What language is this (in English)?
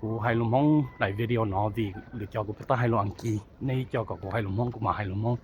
Hmong